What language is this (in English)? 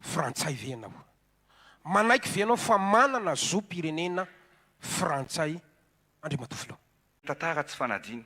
Malagasy